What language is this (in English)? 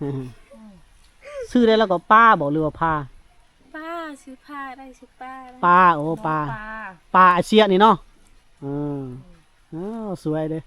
Lao